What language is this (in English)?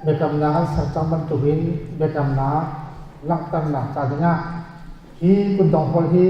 Hakha Chin